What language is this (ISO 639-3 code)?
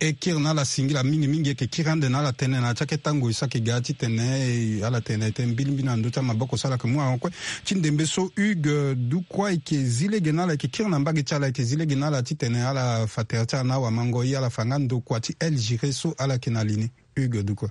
sag